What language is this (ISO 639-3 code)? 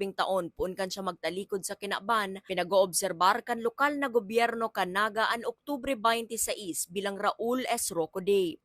bik